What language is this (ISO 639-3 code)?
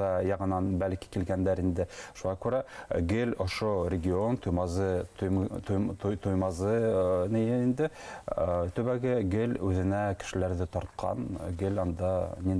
bak